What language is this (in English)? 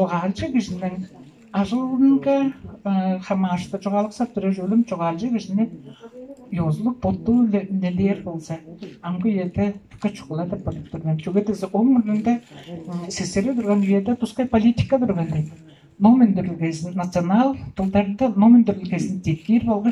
Tuvinian